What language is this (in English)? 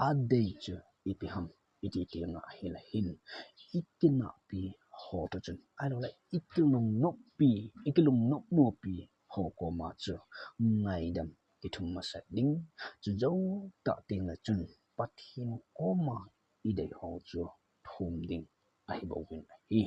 Thado Chin